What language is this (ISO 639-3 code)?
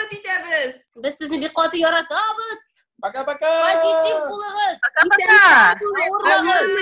tat